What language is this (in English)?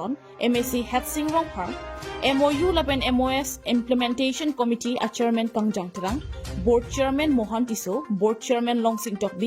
Karbi